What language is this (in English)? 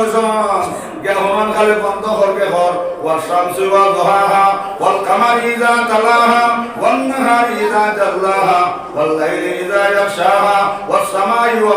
Sylheti